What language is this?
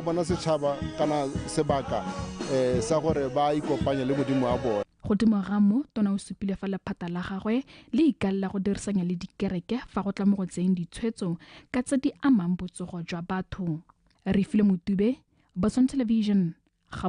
Tswana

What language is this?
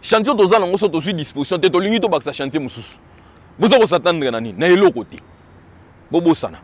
Lingala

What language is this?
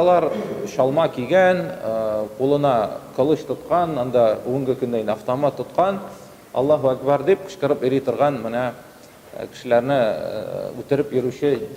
Tatar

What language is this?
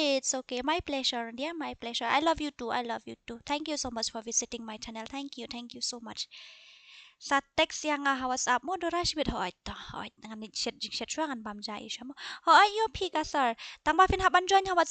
Khasi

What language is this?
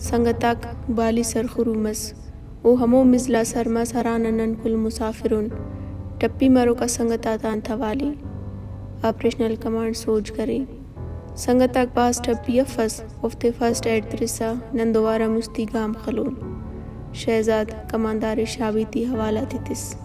Brahui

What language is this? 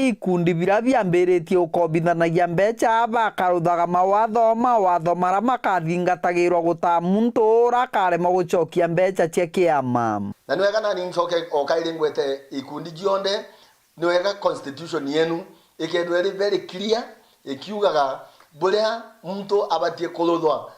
Meru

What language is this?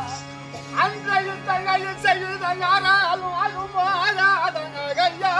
Tamil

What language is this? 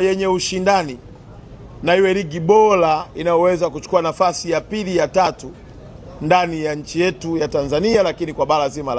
Swahili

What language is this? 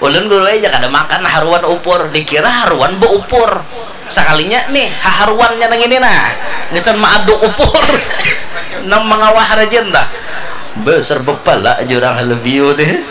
Banjar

